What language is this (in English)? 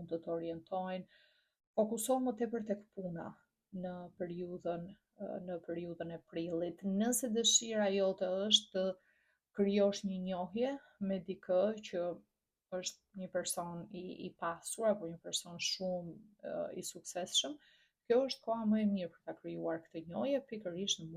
Albanian